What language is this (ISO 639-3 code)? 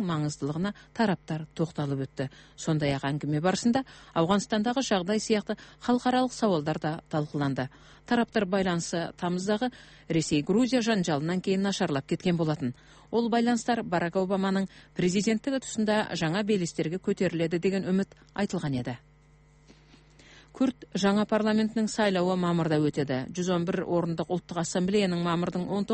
kaz